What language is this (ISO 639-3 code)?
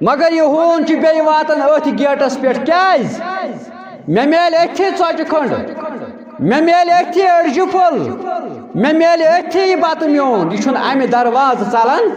kas